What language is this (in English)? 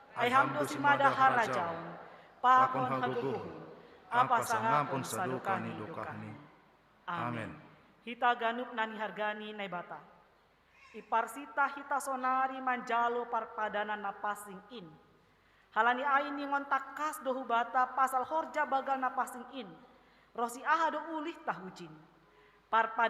Batak Simalungun